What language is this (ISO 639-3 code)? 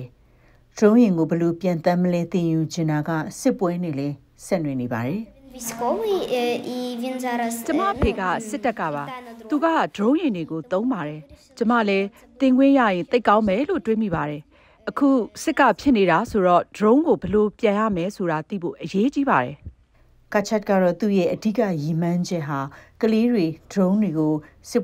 mya